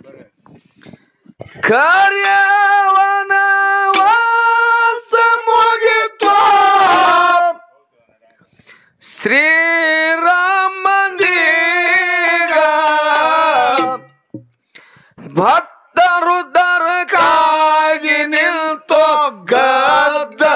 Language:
Kannada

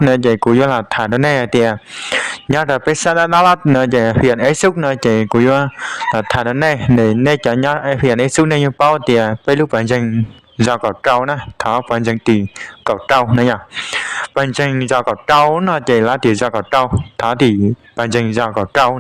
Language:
Hmong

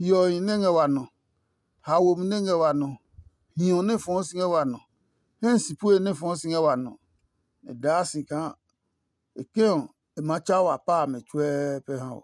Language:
Adangme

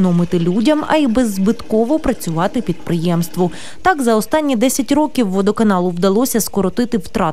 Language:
Ukrainian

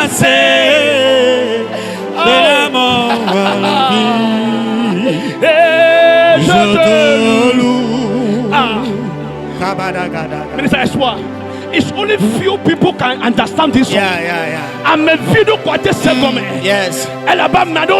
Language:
Ewe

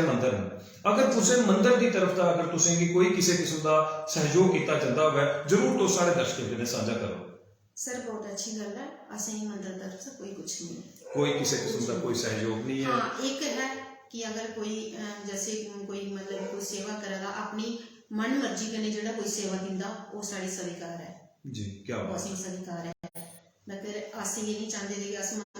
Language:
Dogri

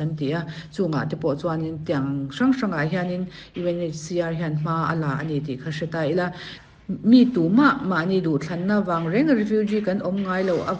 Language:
Mizo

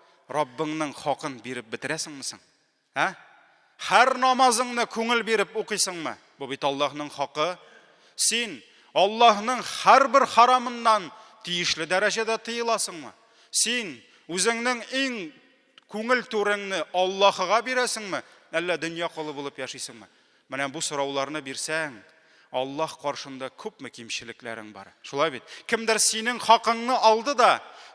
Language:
Tatar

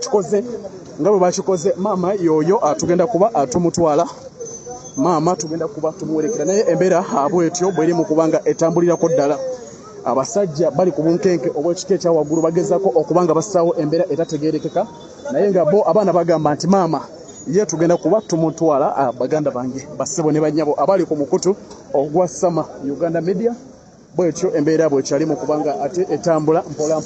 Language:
Ganda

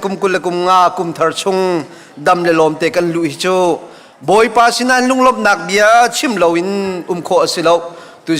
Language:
Hakha Chin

